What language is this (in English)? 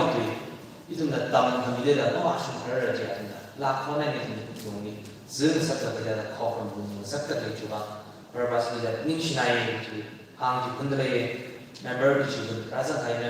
Tangkhul Naga (India)